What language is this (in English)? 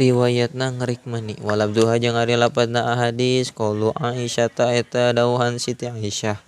Sundanese